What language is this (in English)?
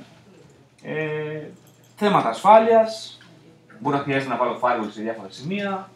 Greek